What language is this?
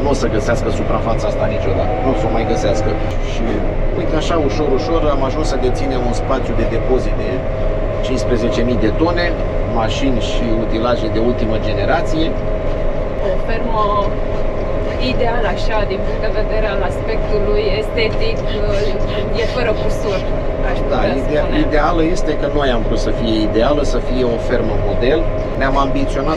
Romanian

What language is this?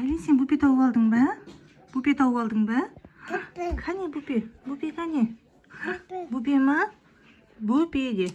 Kazakh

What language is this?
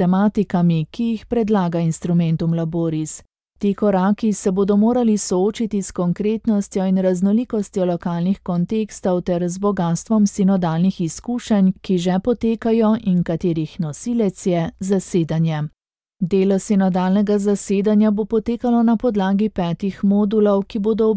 Slovenian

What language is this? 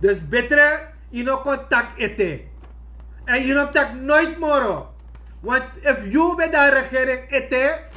Sranan Tongo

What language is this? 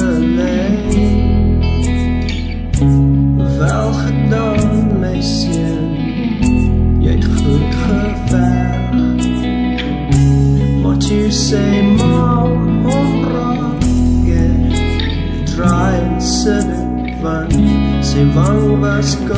Afrikaans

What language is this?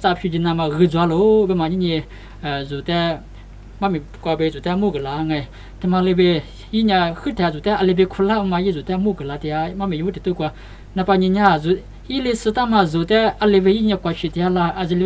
Lisu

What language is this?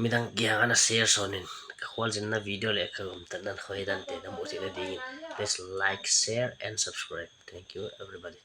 Paite Chin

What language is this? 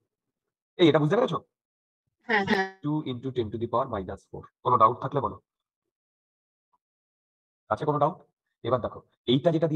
Bangla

